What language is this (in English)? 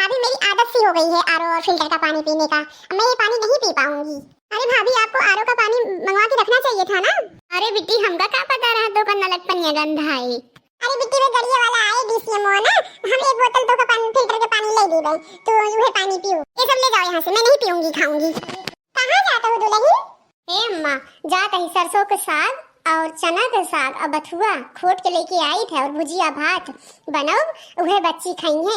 Awadhi